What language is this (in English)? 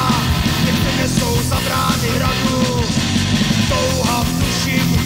Czech